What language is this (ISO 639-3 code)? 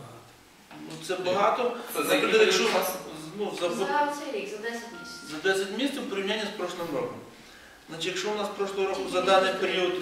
ukr